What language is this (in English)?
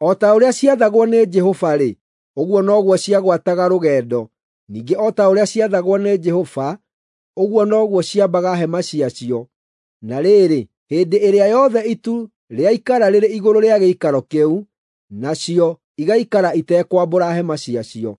Kikuyu